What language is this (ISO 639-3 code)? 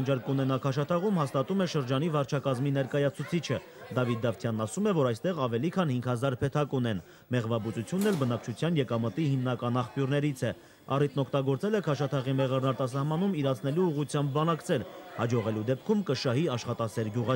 hye